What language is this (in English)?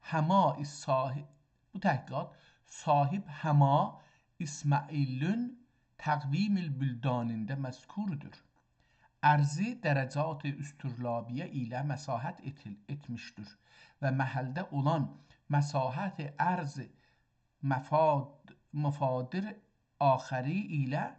South Azerbaijani